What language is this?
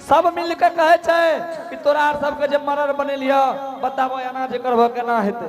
Angika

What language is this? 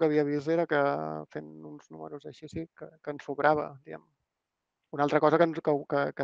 Catalan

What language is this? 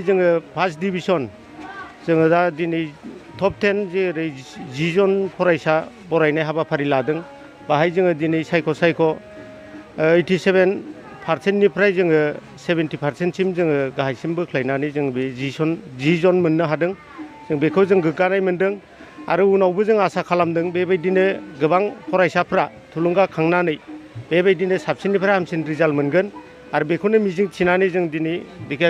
Bodo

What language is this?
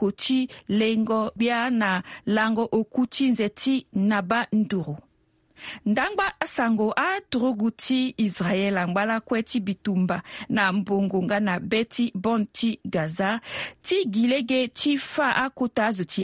Sango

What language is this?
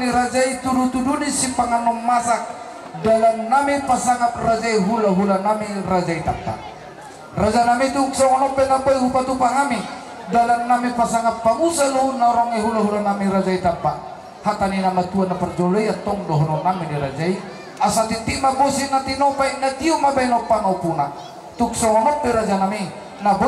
Batak Toba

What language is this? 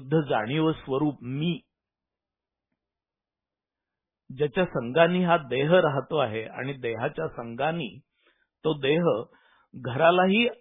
Marathi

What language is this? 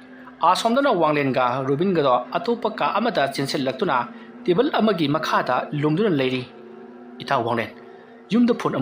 Manipuri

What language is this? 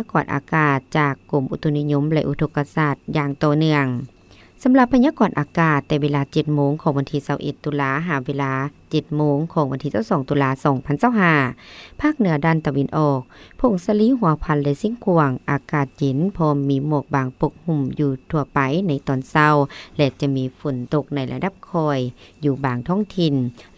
Lao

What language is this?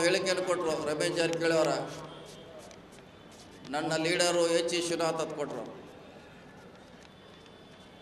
Kannada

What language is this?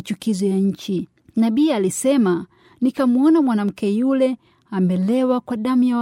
Swahili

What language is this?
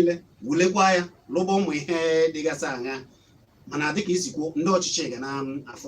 Igbo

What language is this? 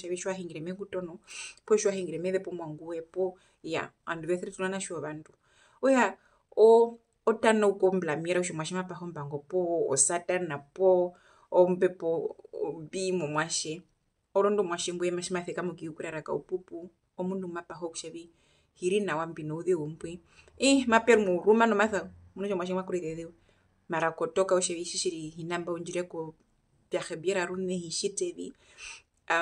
Herero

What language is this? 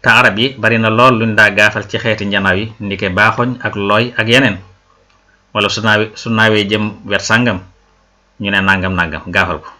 Wolof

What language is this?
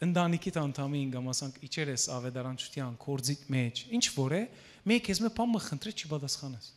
Western Armenian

